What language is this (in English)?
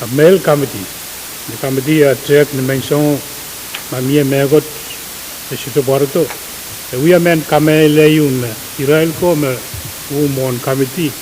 Pohnpeian